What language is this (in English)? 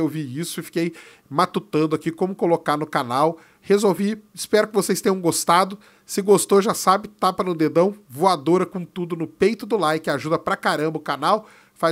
Portuguese